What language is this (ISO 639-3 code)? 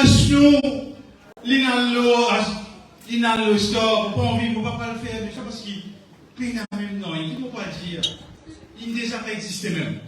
mfe